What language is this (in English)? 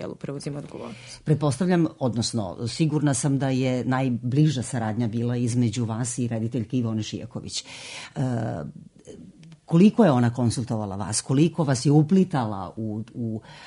Serbian